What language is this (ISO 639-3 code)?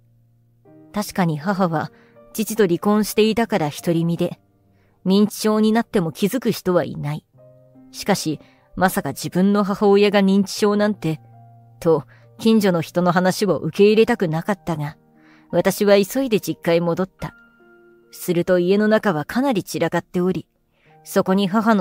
jpn